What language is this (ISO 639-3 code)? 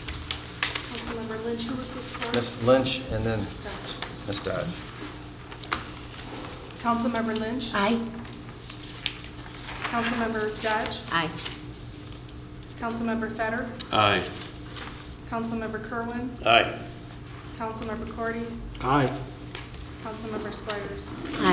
eng